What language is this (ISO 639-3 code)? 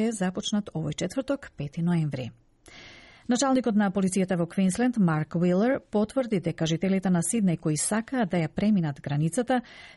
mkd